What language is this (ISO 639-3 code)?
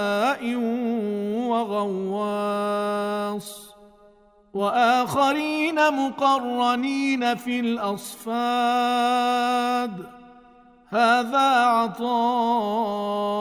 ara